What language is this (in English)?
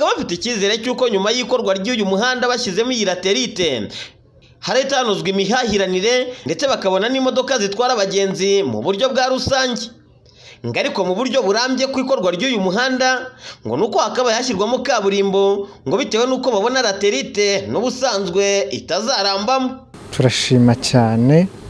Kinyarwanda